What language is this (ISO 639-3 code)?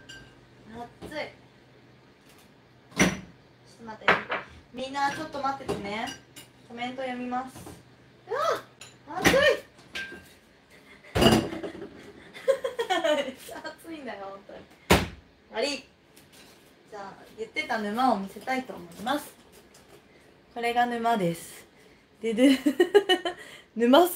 jpn